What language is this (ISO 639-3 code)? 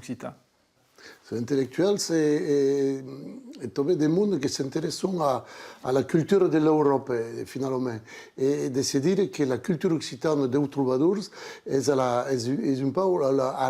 oci